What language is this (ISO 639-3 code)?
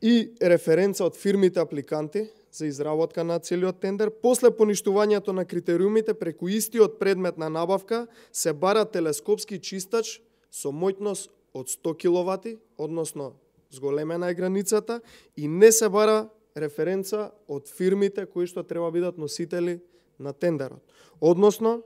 mkd